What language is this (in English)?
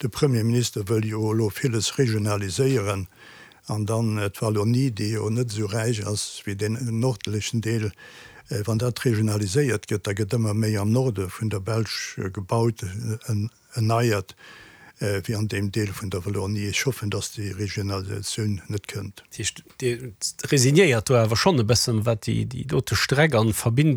Luxembourgish